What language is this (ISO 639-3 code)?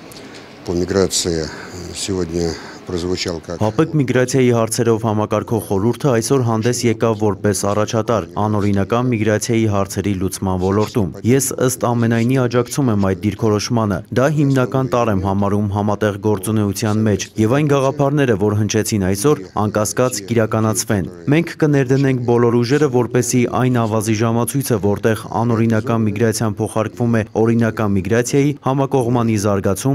hye